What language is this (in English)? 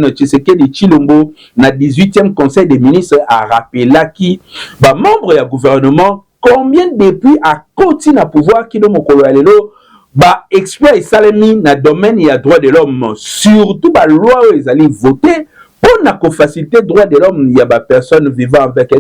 Lingala